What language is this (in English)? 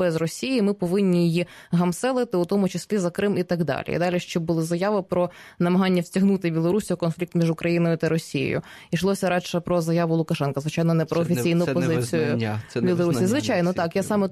Ukrainian